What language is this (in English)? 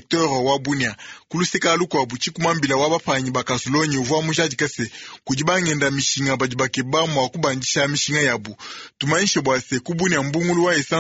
Luba-Lulua